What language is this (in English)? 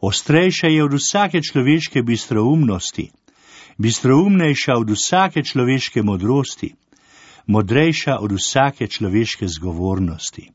Slovenian